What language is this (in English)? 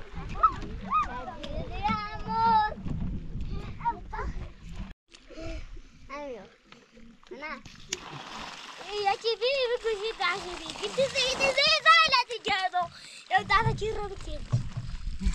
Persian